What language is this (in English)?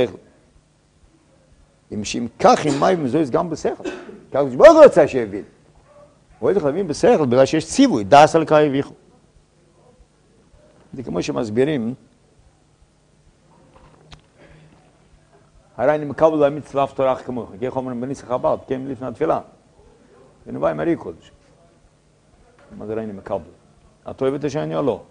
Hebrew